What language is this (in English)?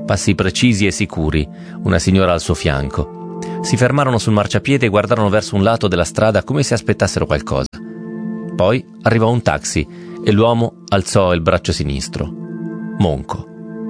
Italian